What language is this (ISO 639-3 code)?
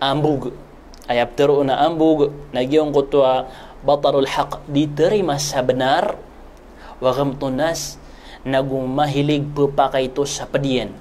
mrw